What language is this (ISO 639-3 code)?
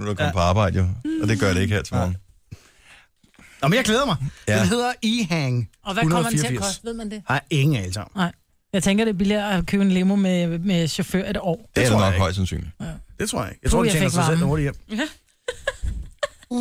dan